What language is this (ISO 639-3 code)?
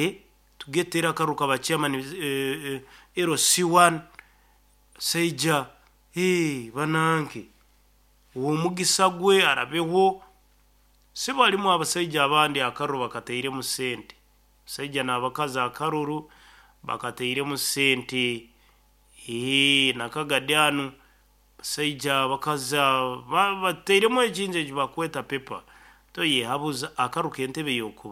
nyo